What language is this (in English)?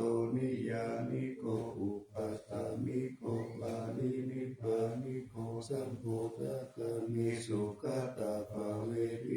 Pali